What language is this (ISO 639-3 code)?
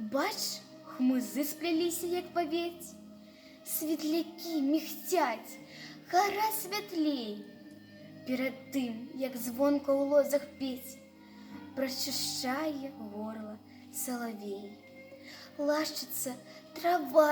bel